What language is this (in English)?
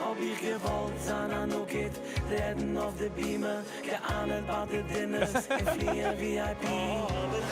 Yiddish